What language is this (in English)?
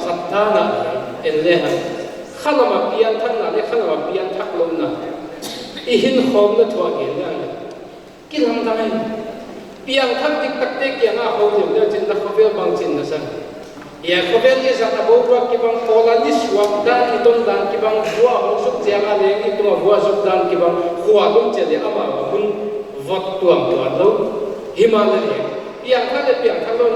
Paite Chin